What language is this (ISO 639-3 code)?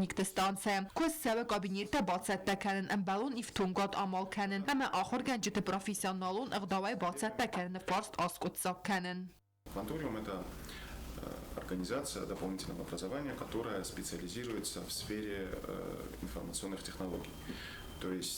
oss